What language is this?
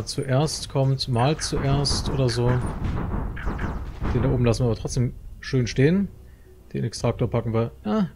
German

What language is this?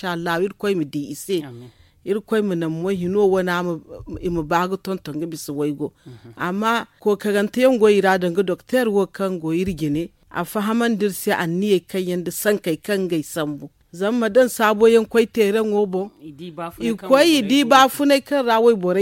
Zarma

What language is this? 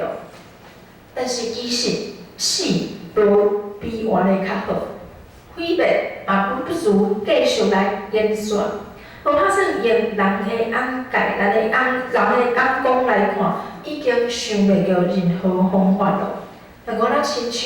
Min Nan Chinese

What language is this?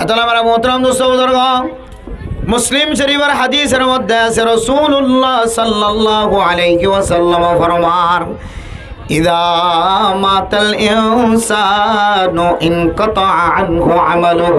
Rohingya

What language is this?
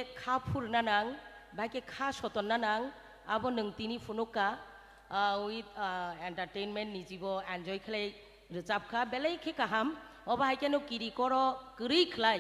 Kok Borok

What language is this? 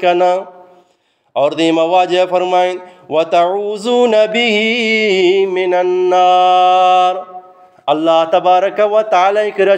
Eastern Balochi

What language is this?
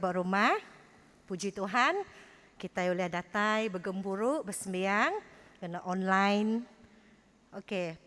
Iban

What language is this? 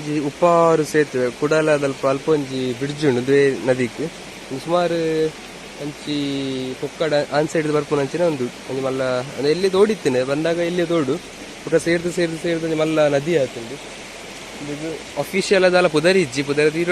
Tulu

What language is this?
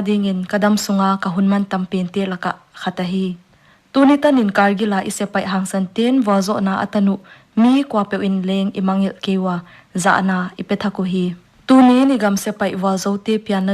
Paite Chin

